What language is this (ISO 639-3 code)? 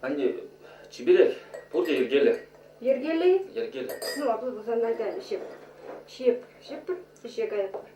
chv